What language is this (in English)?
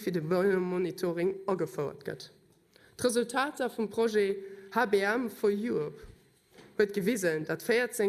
Luxembourgish